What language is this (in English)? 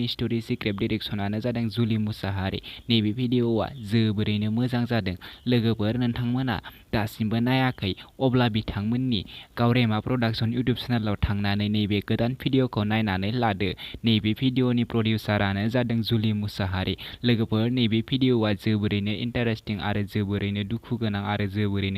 Bodo